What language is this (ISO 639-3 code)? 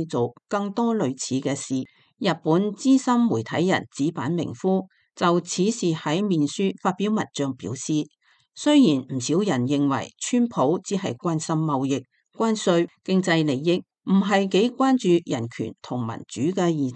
yue